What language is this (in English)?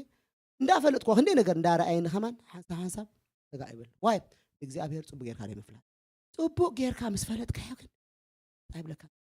Tigrinya